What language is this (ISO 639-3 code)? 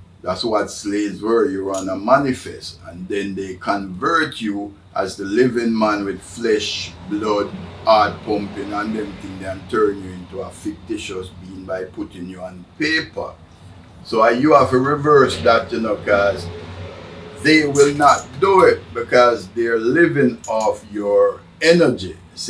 jam